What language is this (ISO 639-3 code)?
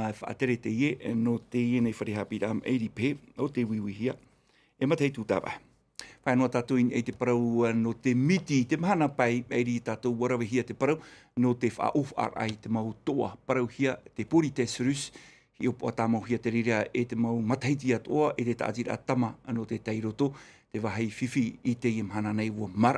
tah